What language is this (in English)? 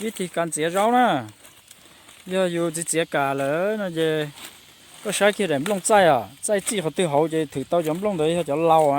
Hmong